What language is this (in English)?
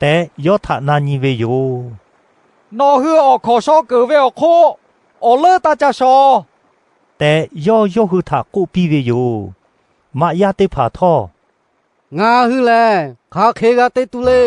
Lahu